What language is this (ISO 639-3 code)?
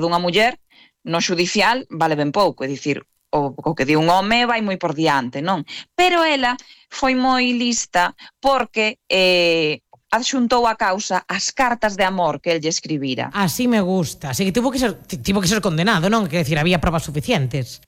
glg